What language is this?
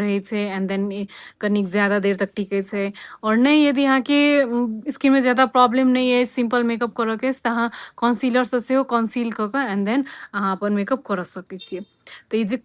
Maithili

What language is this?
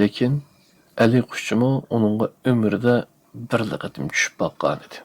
Uyghur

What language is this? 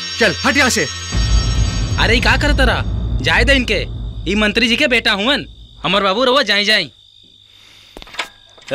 Bhojpuri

